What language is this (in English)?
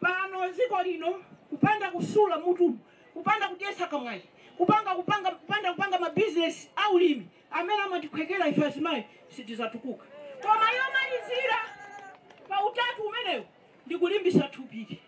Nyanja